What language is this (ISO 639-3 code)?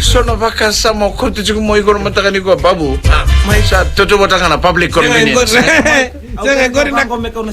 fij